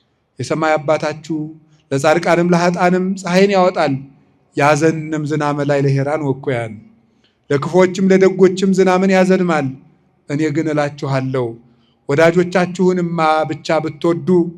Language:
Amharic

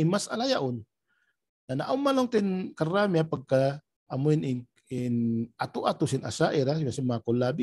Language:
Tausug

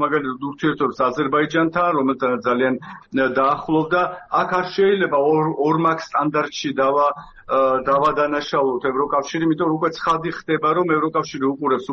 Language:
Georgian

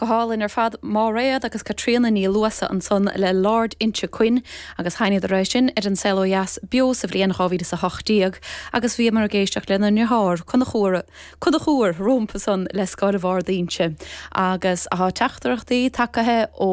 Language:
Irish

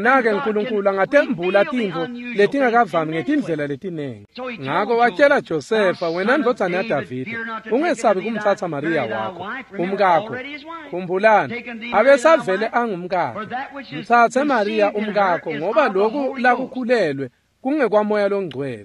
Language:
Swati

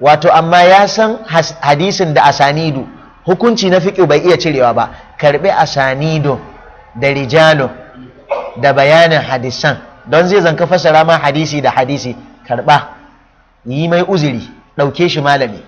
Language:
Hausa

